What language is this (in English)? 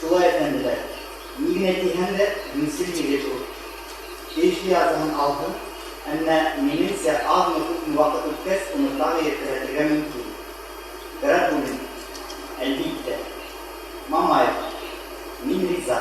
Bashkir